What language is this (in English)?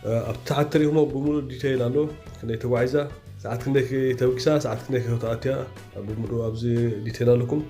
Tigrinya